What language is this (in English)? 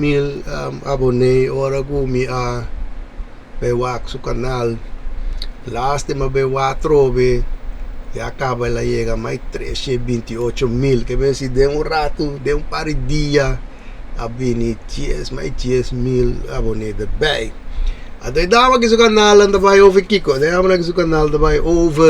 Papiamento